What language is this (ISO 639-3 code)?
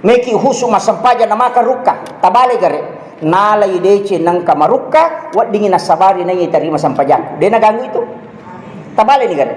bug